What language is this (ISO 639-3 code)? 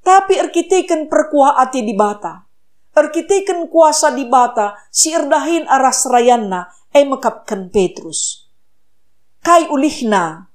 btx